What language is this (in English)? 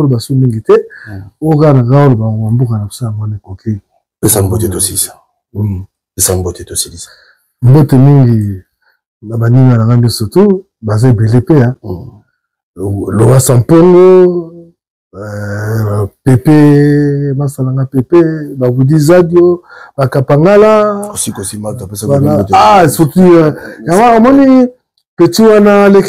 Lingala